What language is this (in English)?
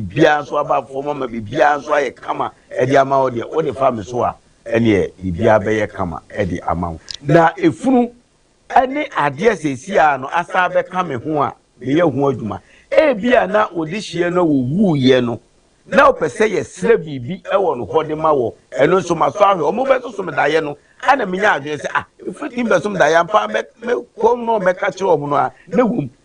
Akan